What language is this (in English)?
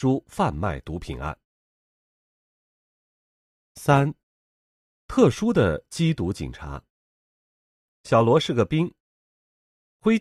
Chinese